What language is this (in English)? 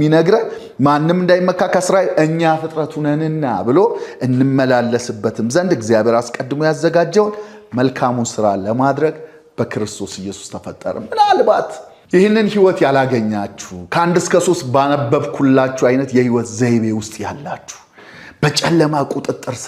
Amharic